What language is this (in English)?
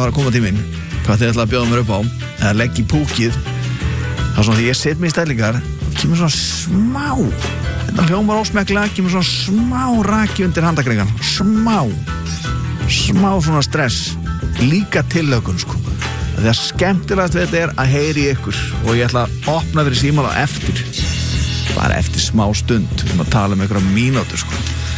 Icelandic